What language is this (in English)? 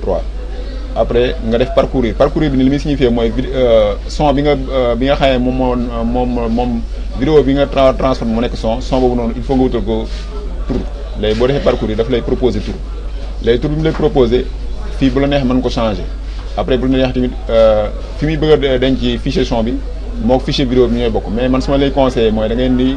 Wolof